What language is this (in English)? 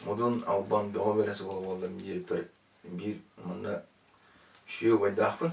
Yakut